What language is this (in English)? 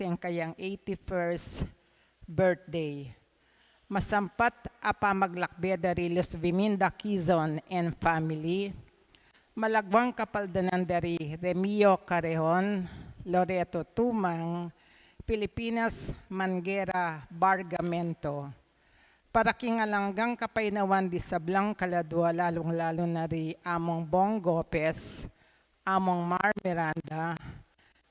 Pampanga